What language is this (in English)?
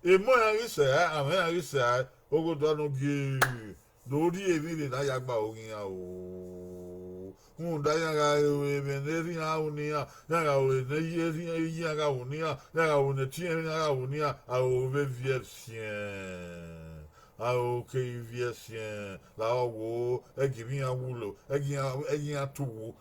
Bini